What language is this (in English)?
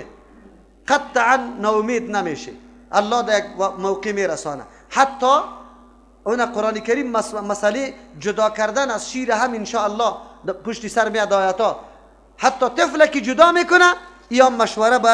Persian